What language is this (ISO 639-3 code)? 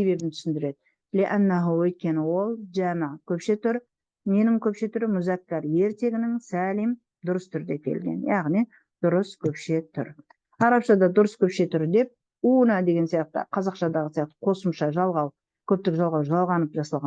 kaz